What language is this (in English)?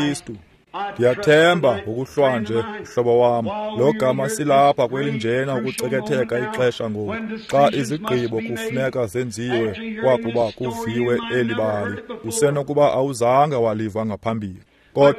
Xhosa